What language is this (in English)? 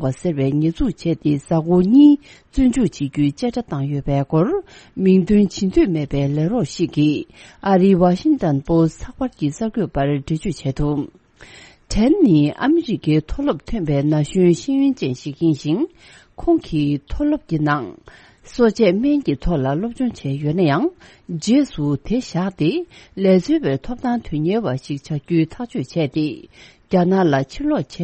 Tibetan